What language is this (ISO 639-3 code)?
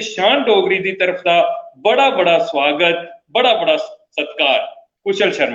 doi